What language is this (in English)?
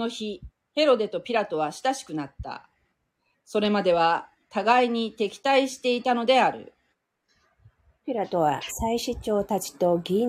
Japanese